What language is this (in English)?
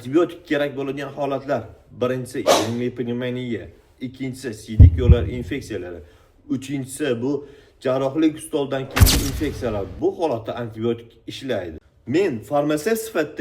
Uzbek